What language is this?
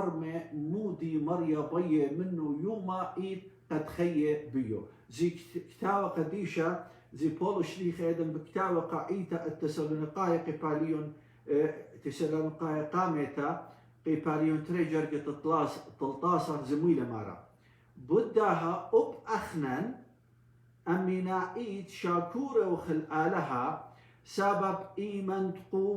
Assyrian Neo-Aramaic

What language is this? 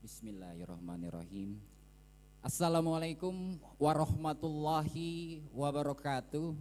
Banjar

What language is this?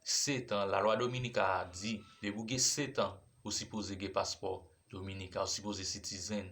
Haitian Creole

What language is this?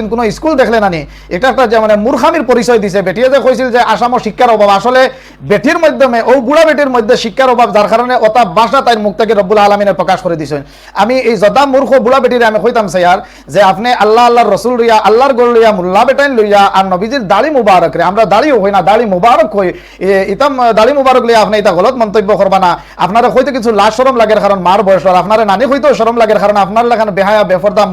Sylheti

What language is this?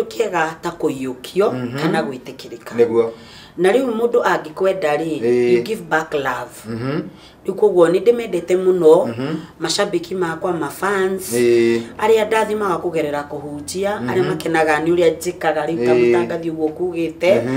Kikuyu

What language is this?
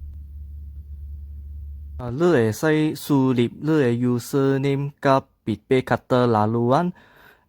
Min Nan Chinese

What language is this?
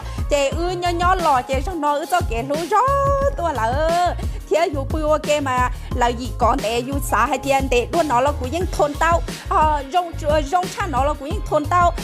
Hmong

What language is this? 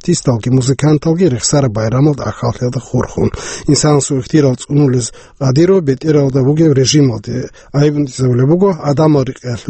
Avaric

